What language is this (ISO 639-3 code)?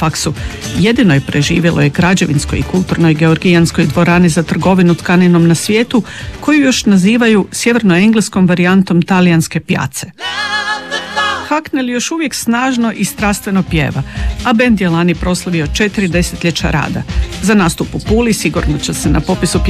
hrv